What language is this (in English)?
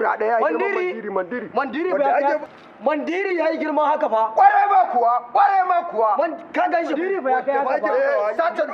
Hausa